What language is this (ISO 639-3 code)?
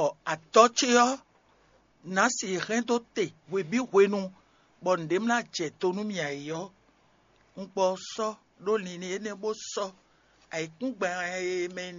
fon